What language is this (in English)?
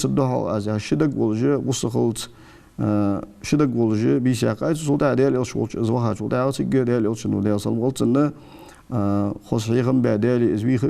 Ingush